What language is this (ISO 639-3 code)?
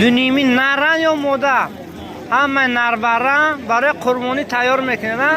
tgk